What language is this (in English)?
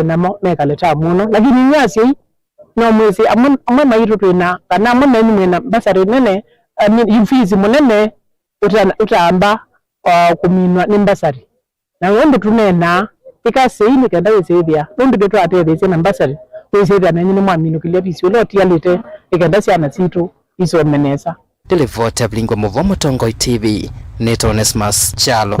Kamba